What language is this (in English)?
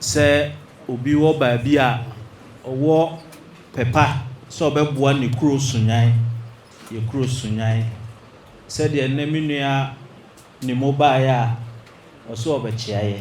Akan